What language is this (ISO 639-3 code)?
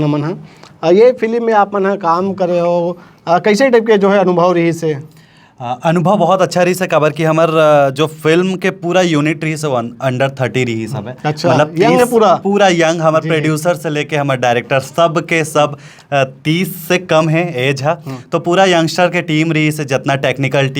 hne